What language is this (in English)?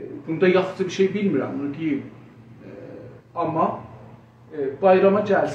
South Azerbaijani